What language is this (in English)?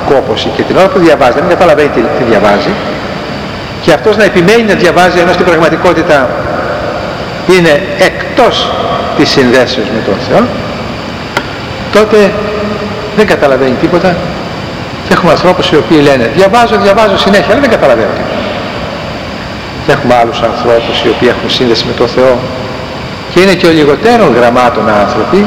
Greek